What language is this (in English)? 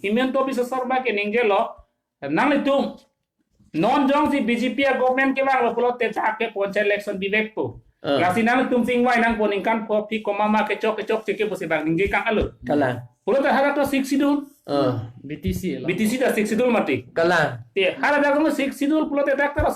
Karbi